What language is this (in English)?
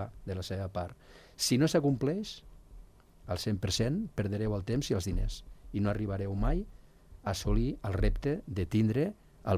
Catalan